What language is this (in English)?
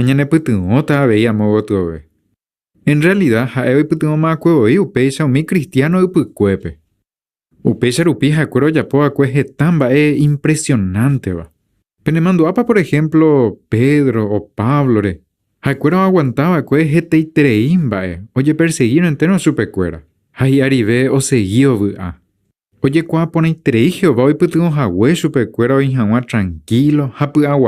Guarani